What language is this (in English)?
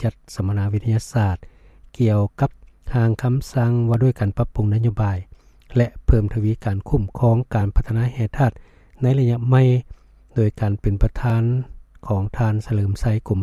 Lao